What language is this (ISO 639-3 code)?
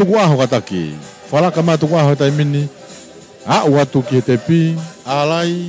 ton